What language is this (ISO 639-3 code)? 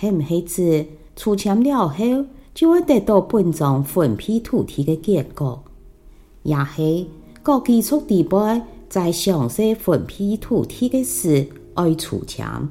hak